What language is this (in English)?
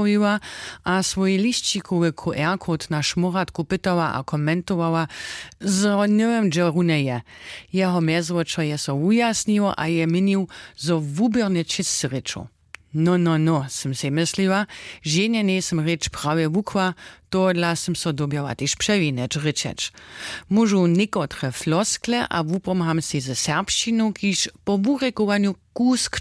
Upper Sorbian